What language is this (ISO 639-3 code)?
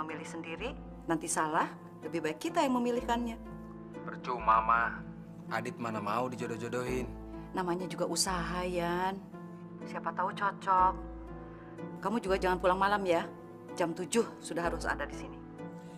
ind